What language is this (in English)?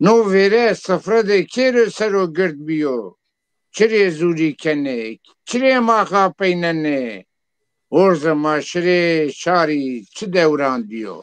Zaza